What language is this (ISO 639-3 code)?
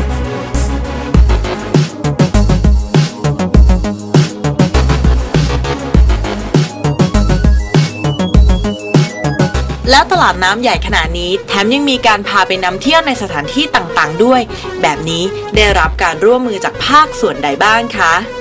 tha